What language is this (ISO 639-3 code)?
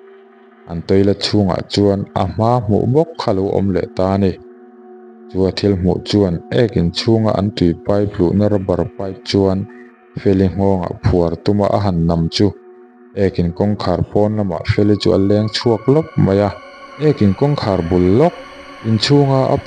lus